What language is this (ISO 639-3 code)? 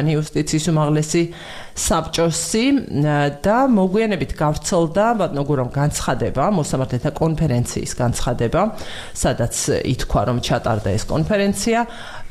kat